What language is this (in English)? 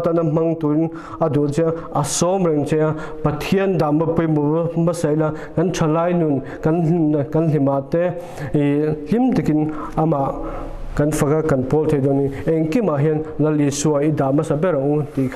Mizo